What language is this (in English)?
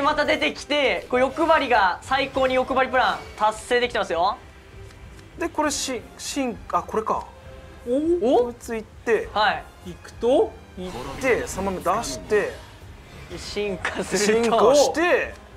Japanese